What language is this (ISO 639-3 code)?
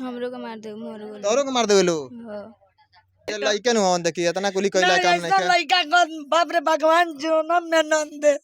bho